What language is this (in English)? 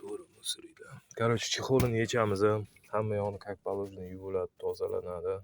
Uzbek